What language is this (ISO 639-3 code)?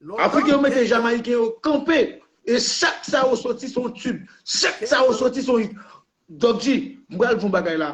hat